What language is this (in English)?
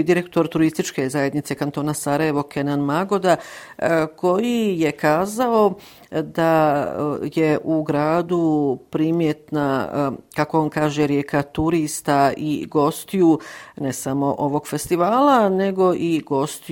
Bosnian